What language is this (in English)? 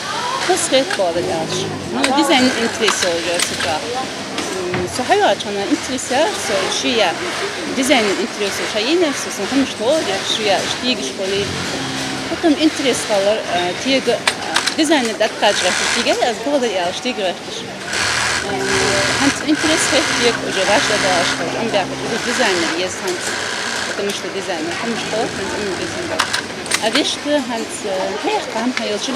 Ingush